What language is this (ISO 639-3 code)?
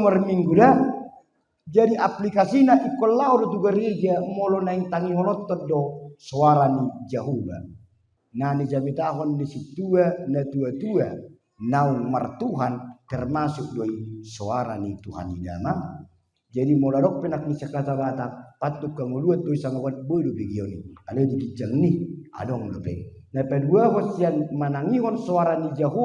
bbc